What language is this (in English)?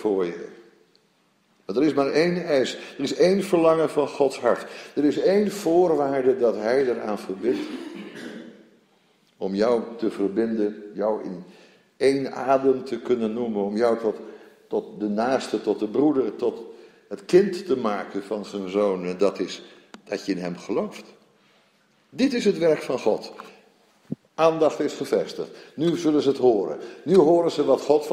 Dutch